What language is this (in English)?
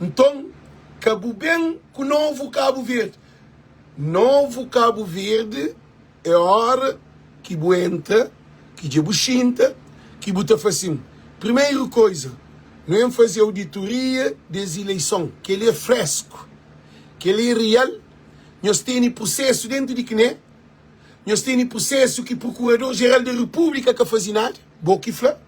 Kabuverdianu